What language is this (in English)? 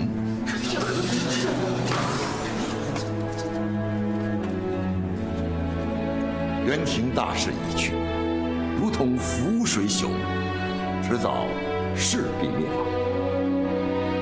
Chinese